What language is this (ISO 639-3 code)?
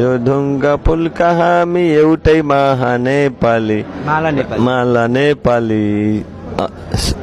nep